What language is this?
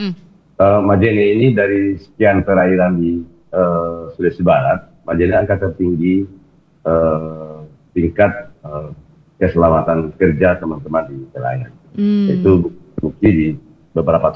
Indonesian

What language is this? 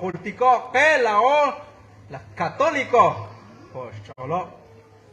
Kekchí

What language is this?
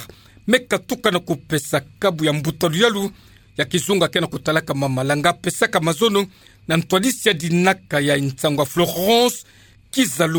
Kituba (Democratic Republic of Congo)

